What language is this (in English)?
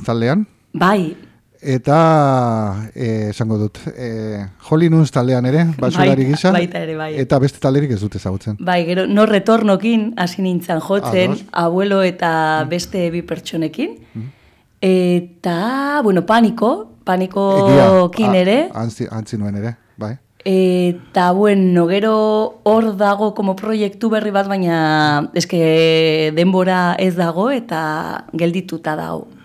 Basque